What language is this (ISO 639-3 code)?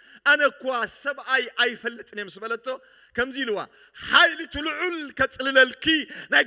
tir